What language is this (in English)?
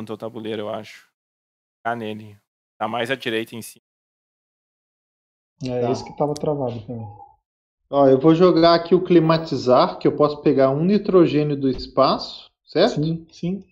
Portuguese